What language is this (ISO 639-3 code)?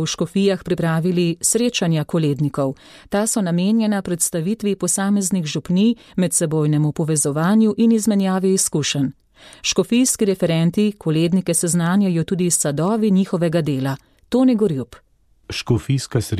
slv